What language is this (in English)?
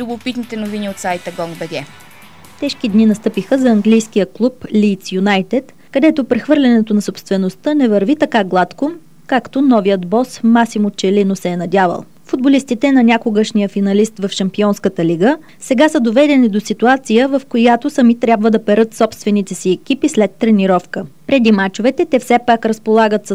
Bulgarian